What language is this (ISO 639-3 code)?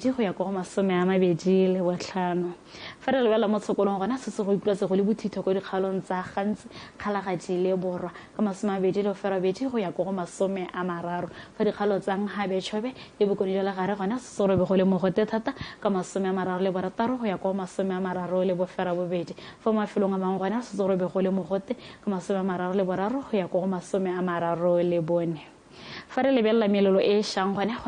tsn